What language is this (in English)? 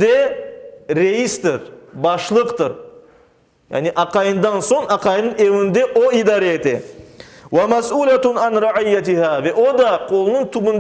Crimean Tatar